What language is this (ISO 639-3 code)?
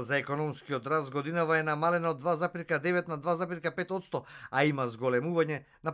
mkd